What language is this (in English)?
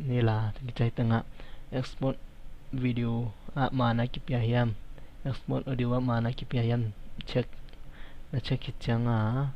Tedim Chin